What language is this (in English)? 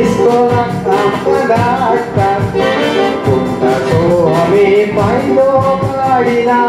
Konkani